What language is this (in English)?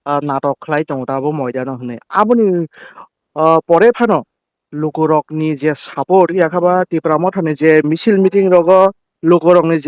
Kok Borok